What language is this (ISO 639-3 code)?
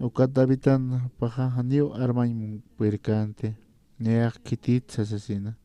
aym